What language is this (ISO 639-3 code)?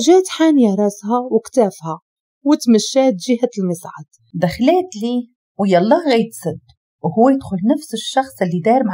ary